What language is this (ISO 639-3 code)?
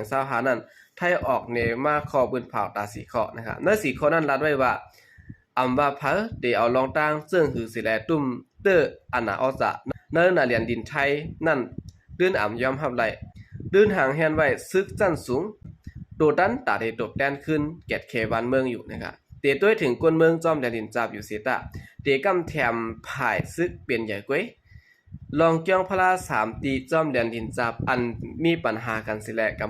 shn